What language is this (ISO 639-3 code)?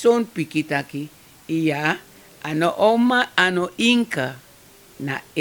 srn